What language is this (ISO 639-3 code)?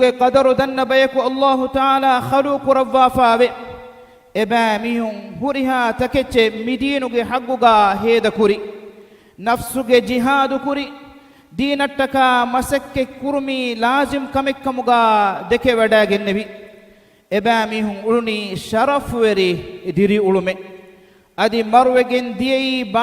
div